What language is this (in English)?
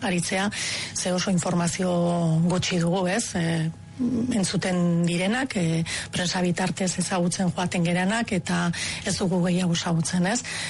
Basque